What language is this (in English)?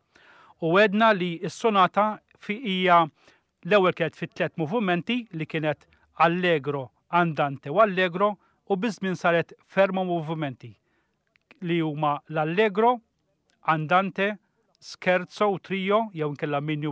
Maltese